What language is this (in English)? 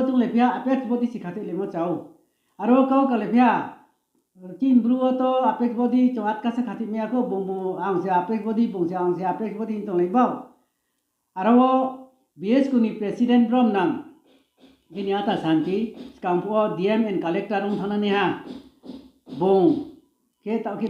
Riang (India)